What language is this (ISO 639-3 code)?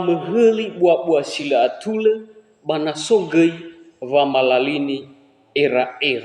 nia